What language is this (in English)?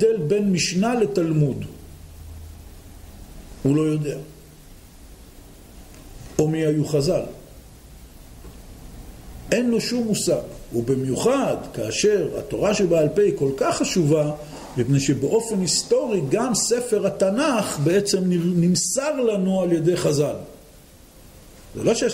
Hebrew